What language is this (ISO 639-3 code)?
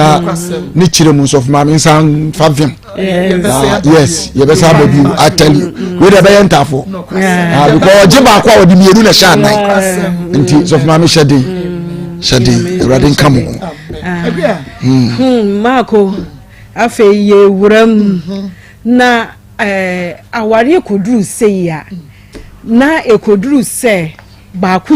aka